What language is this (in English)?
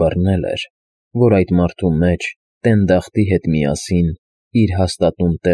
Armenian